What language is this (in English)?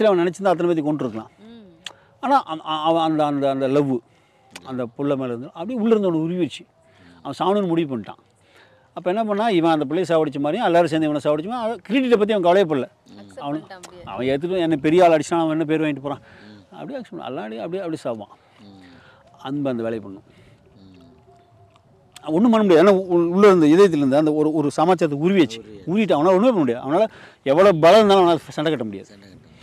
Tamil